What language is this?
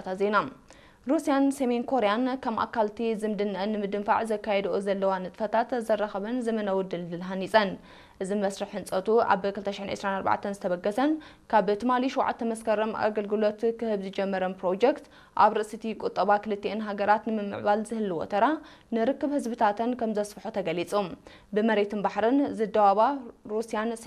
Tigrinya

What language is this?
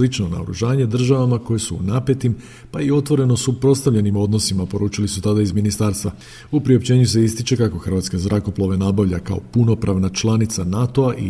Croatian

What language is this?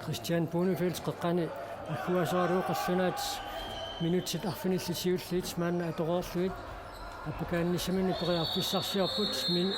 Kalaallisut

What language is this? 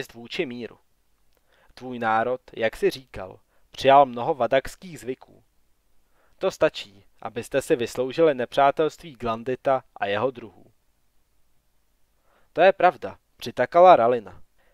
Czech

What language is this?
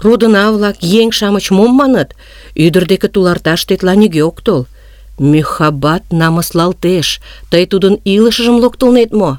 Mari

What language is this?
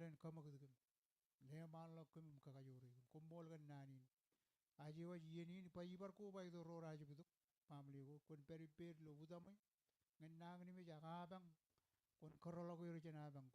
Marshallese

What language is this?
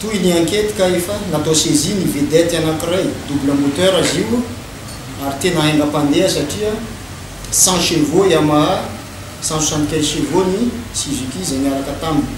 Malagasy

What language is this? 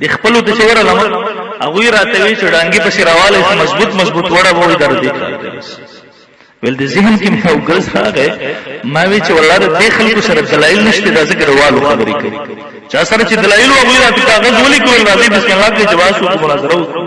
Pashto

